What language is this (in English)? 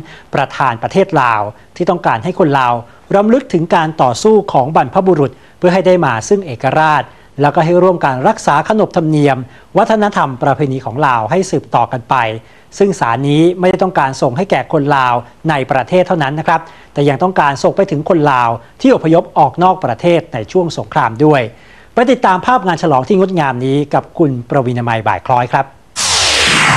Thai